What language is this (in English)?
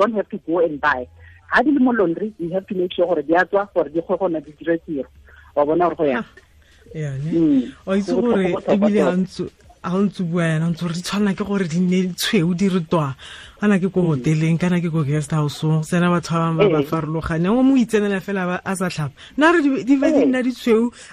Tswana